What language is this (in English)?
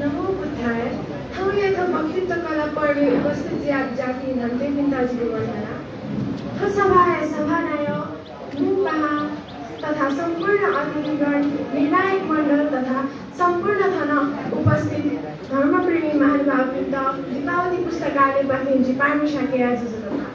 Newari